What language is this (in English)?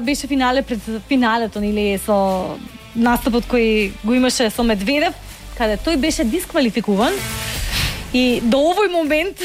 Macedonian